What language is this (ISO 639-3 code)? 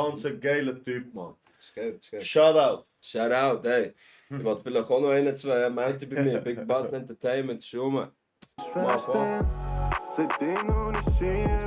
gsw